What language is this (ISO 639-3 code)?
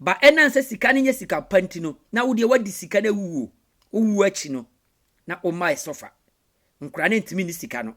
aka